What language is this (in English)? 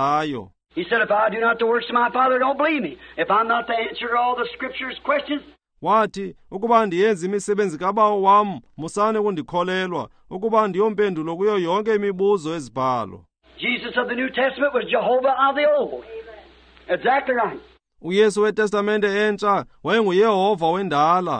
Xhosa